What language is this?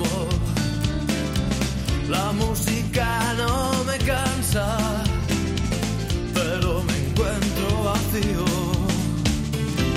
Spanish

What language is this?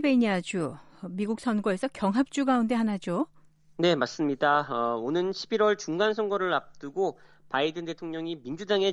Korean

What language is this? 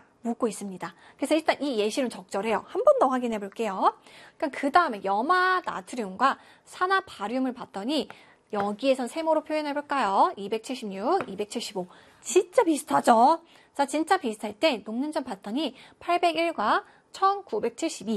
Korean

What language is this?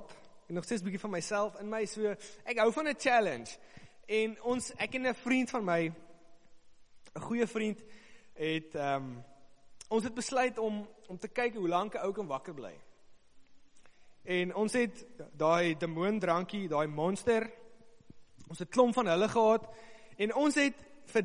Afrikaans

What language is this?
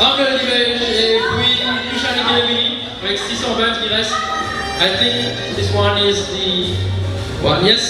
Morisyen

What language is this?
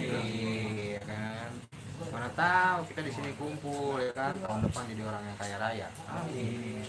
Betawi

